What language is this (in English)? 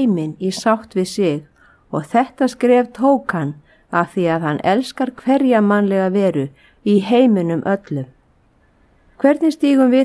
Icelandic